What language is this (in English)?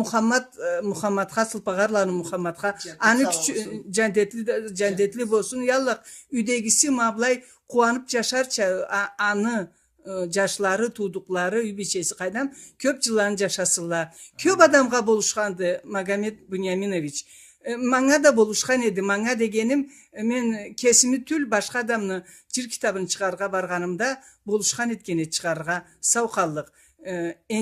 Karachay-Balkar